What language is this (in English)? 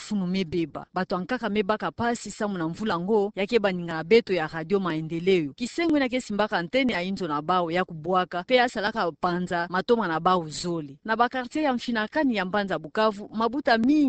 Kituba (Democratic Republic of Congo)